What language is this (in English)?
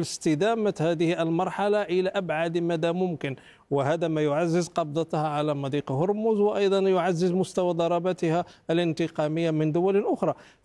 Arabic